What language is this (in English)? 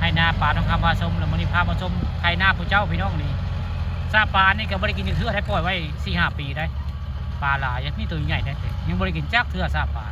Northeastern Thai